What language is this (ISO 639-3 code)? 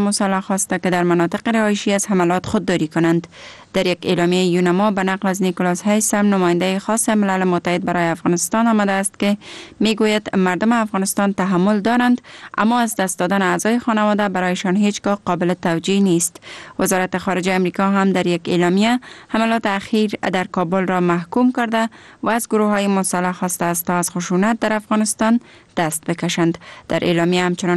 fas